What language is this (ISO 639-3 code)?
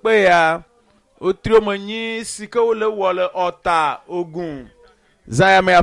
ewe